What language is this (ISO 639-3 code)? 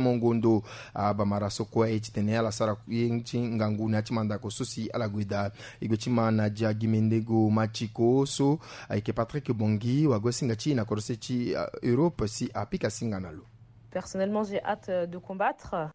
sag